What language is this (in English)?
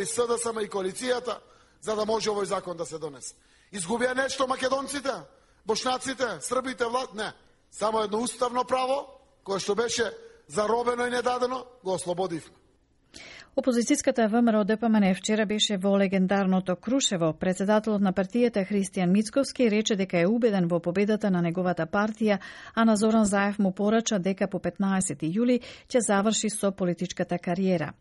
Macedonian